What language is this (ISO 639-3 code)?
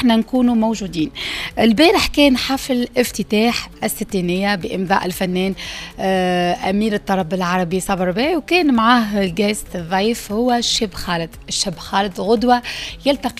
aeb